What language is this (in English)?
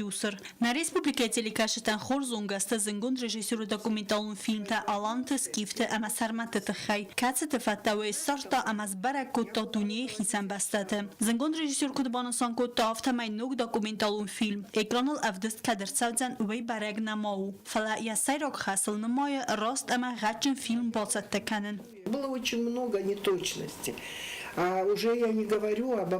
Ossetic